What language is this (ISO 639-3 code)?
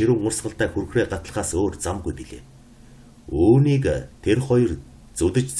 mon